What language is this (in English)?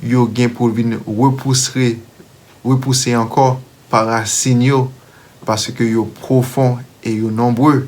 Haitian Creole